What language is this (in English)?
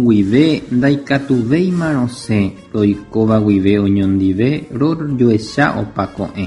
Guarani